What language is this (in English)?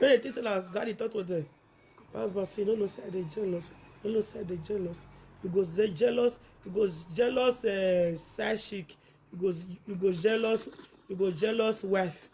Nigerian Pidgin